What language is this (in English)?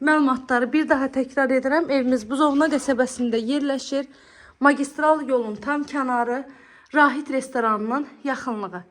Azerbaijani